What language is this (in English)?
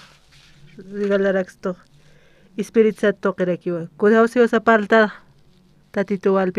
Aymara